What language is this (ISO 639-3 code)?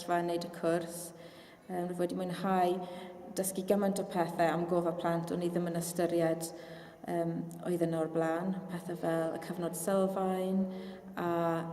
cym